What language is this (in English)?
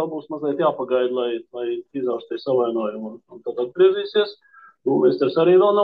Latvian